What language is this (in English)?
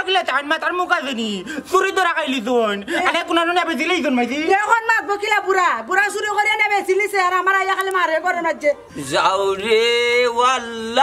Sylheti